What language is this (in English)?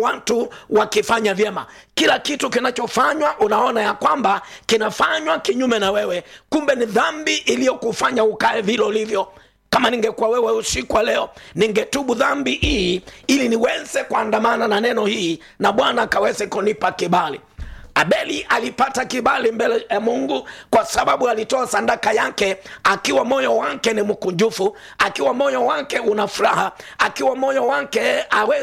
Swahili